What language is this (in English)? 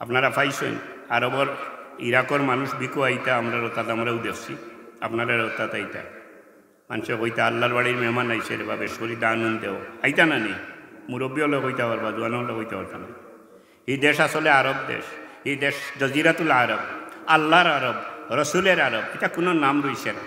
Sylheti